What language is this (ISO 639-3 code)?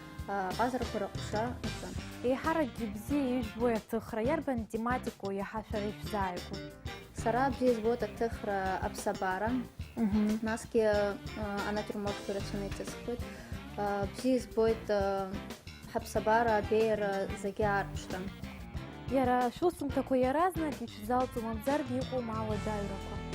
abk